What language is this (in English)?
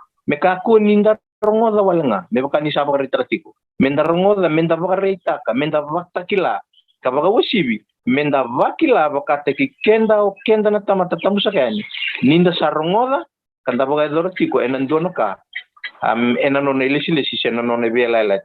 Fijian